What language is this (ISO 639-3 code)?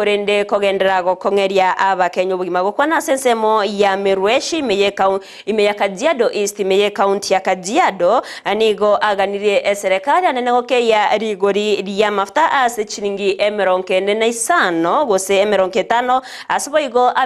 guz